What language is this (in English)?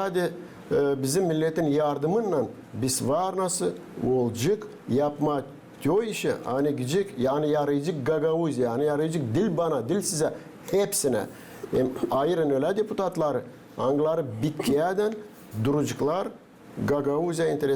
Gagauz